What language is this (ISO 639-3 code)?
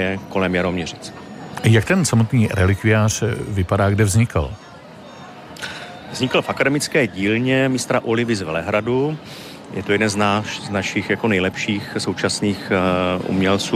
ces